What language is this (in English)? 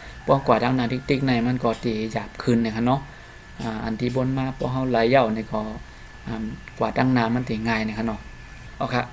Shan